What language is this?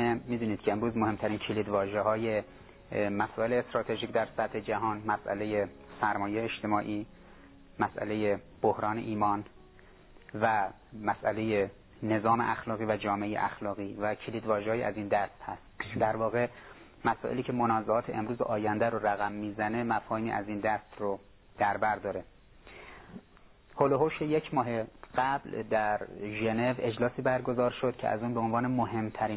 Persian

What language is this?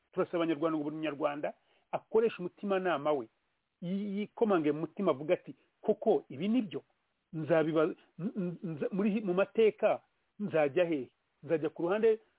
Kinyarwanda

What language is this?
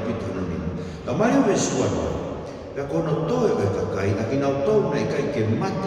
Tongan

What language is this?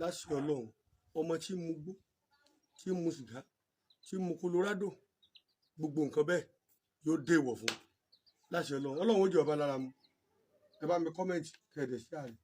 Yoruba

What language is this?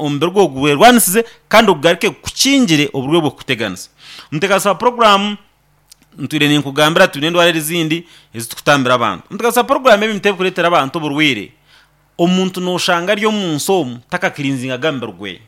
Nyankole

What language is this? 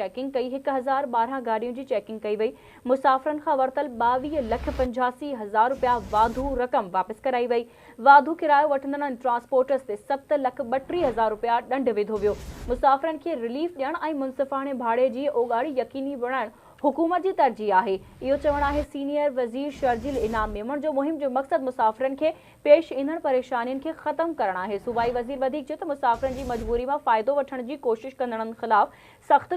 Sindhi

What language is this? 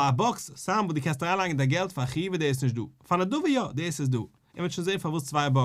Yiddish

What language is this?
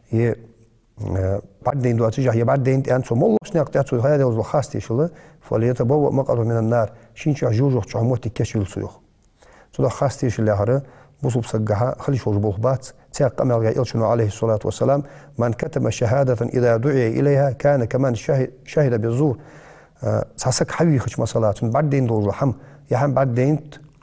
Ingush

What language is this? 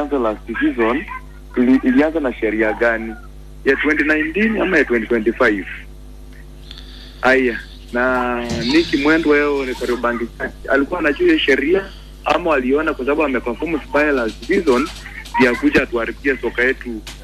Swahili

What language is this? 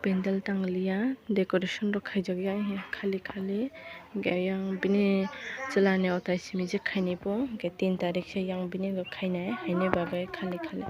Kok Borok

